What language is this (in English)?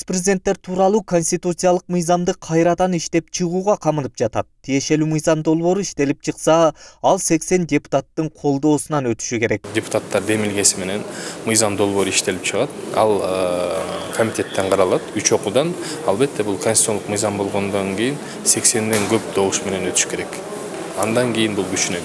Kyrgyz